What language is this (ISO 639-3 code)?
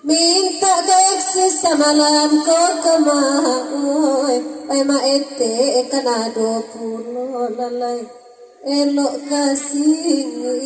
min